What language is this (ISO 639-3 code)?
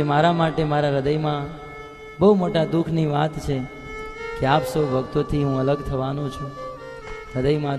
guj